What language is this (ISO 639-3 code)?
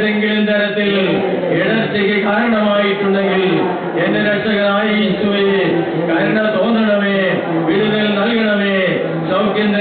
mal